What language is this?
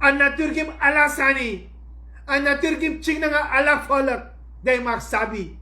Sranan Tongo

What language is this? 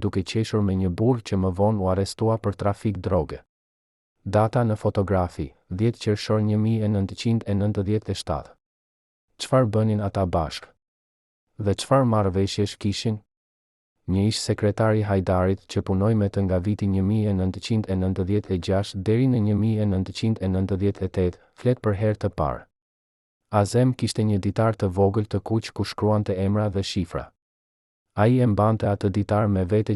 Albanian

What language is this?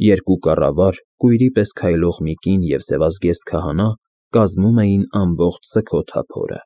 Armenian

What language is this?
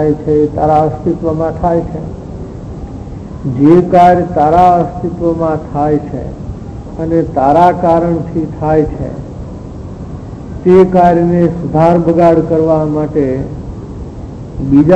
Gujarati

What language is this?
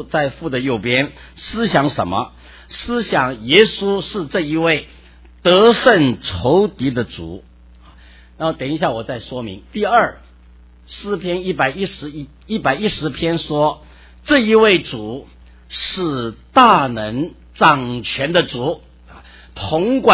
Chinese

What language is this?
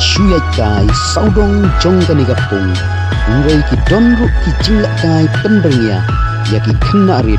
Khasi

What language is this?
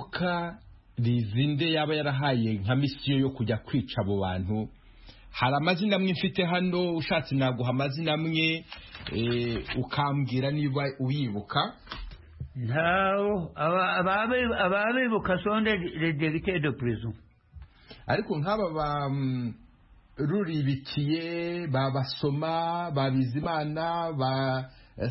Kinyarwanda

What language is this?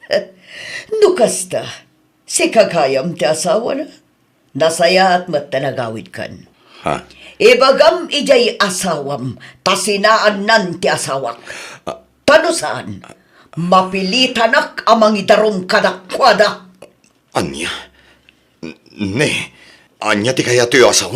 Iloko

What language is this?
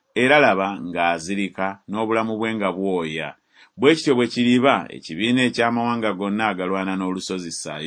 Ganda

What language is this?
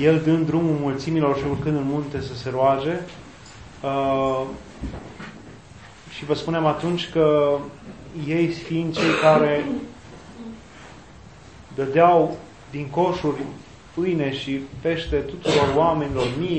Romanian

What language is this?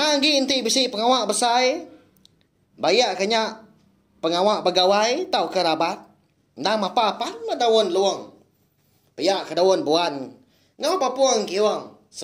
Iban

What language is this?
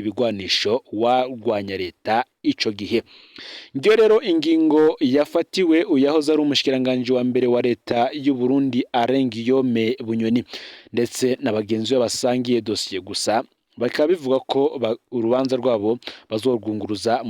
Rundi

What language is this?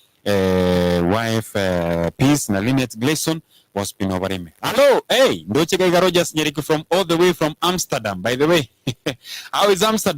Gusii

